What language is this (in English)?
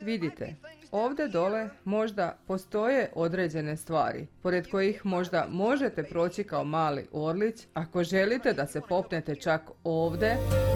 Serbian